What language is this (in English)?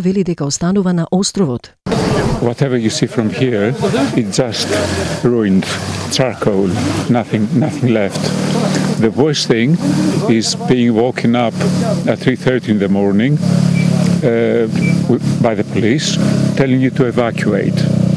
Macedonian